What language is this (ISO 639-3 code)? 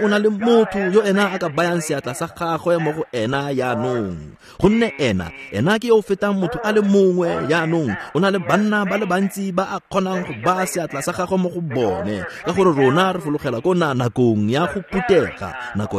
tsn